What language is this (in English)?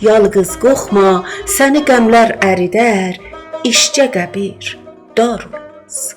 South Azerbaijani